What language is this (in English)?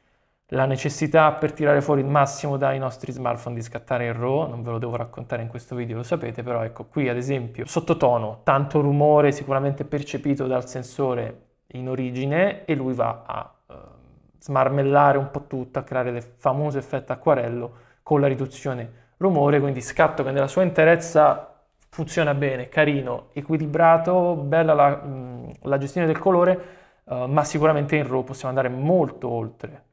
Italian